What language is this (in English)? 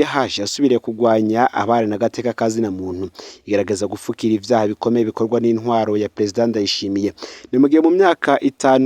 Rundi